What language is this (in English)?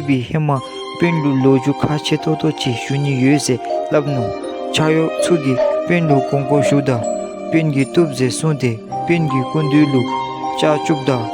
Dzongkha